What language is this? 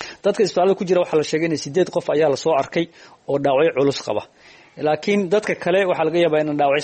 Somali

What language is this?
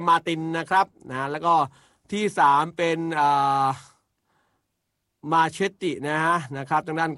Thai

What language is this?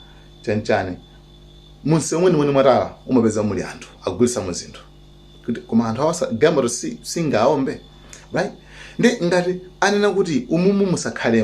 Nyanja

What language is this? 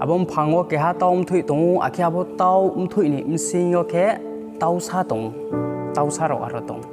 Riang (India)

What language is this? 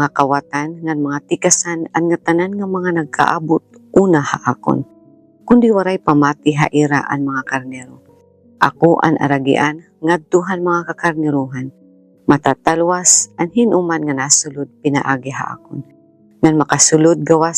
Waray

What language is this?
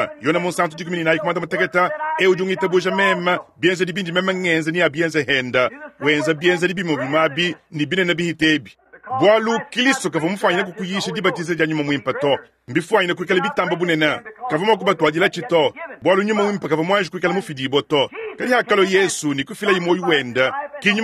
Luba-Lulua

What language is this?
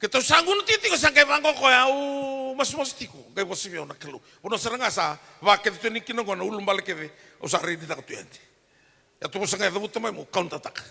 Fijian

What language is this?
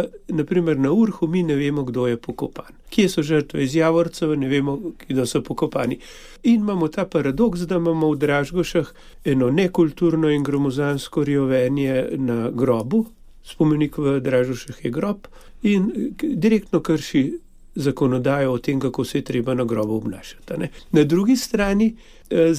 Slovenian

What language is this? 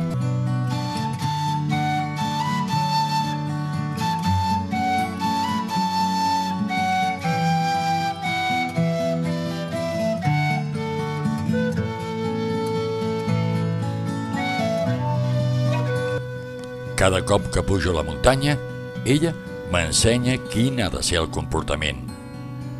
Catalan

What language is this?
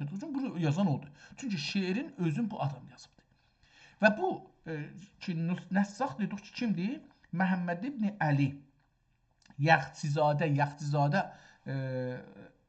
South Azerbaijani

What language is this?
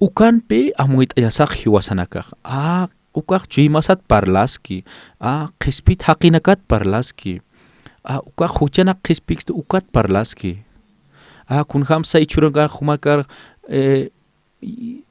Aymara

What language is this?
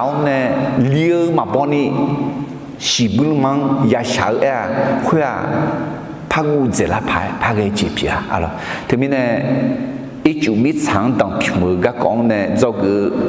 Akha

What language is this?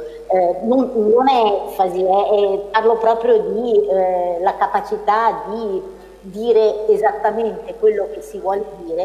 Italian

